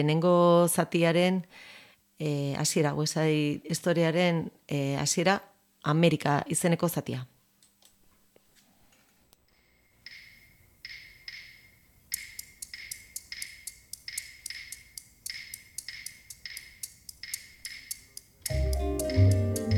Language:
Basque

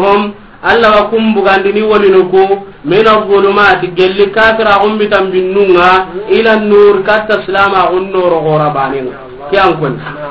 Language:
Soninke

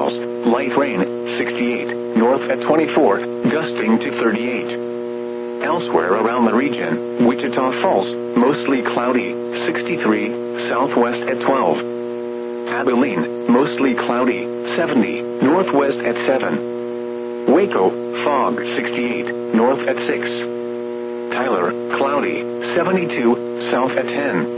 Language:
English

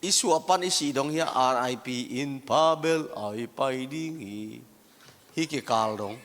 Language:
Tedim Chin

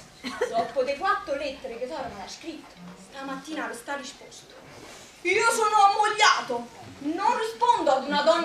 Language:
Neapolitan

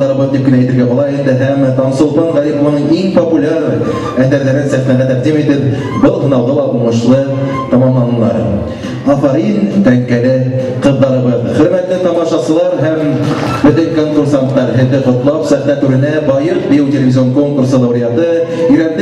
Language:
Bashkir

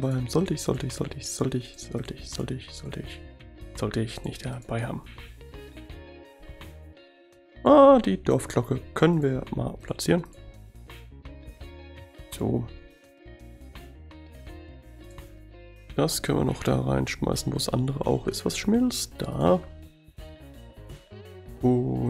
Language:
German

